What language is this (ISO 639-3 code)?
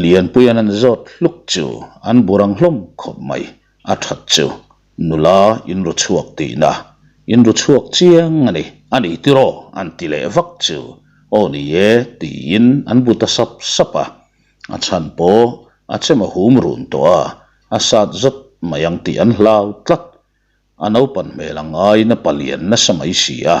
lus